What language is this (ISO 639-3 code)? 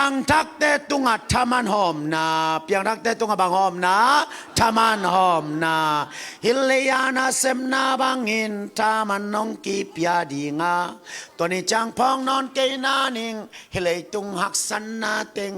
ctd